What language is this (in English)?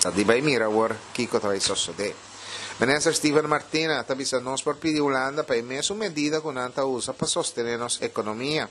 Papiamento